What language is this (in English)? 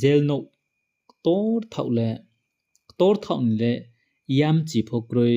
Riang (India)